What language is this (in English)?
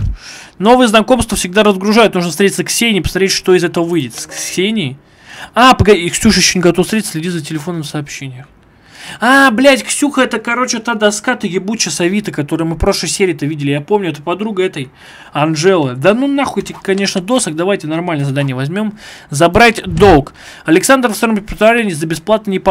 Russian